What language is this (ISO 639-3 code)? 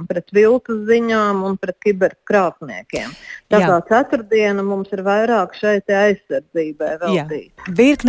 lav